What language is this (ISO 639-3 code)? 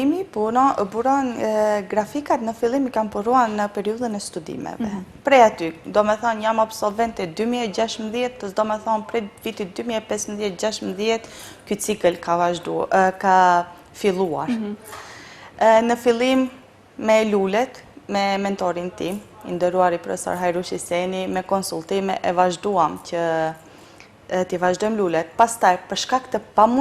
sqi